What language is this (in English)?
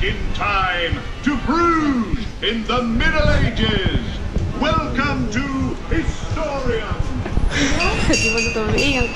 Dutch